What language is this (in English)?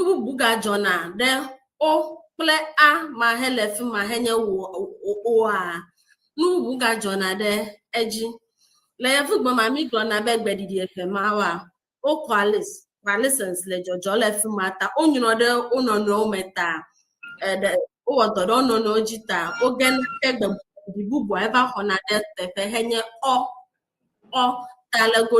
Ewe